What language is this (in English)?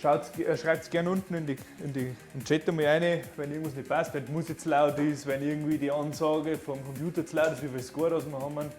Bavarian